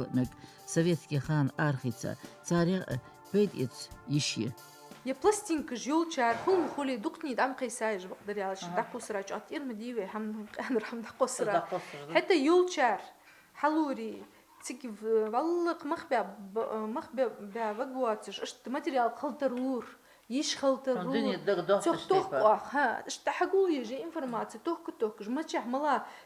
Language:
Ingush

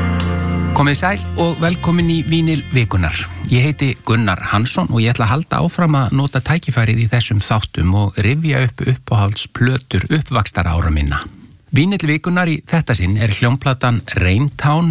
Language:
Icelandic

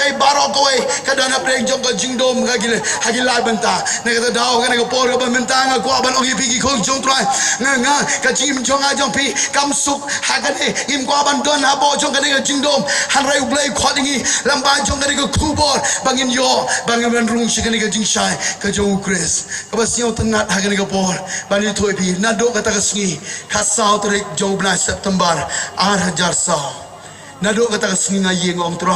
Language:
Khasi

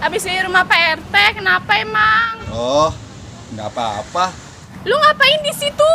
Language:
Betawi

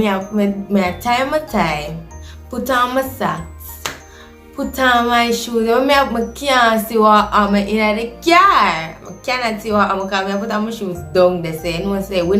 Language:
Jamaican Creole English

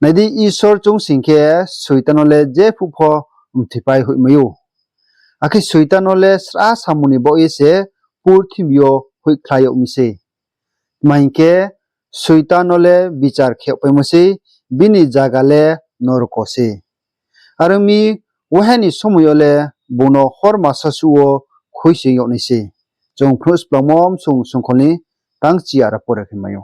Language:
Riang (India)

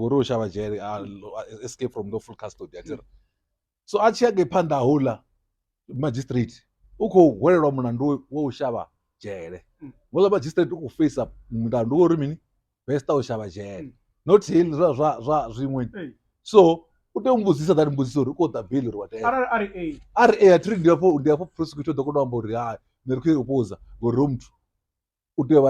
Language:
Venda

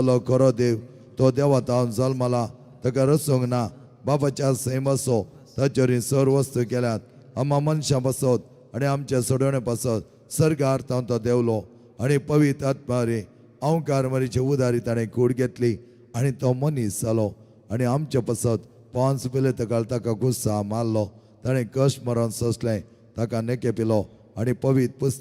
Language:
Konkani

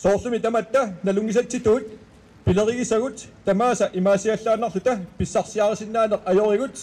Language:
Kalaallisut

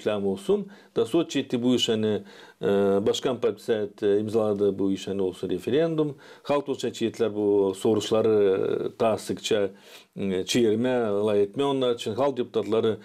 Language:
Gagauz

